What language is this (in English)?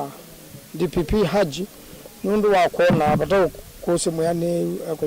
Kamba